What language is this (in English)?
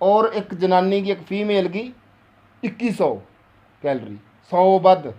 Dogri